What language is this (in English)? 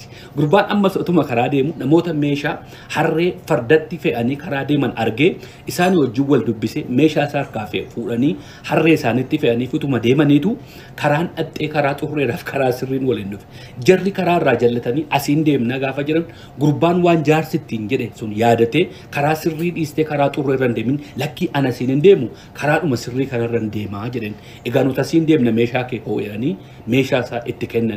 Oromo